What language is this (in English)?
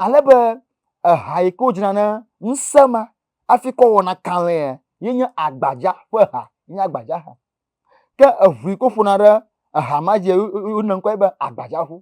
Ewe